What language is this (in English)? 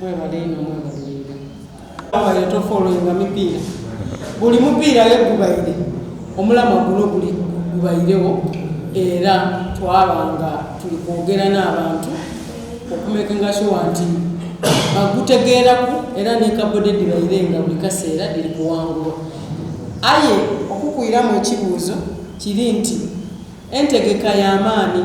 Soga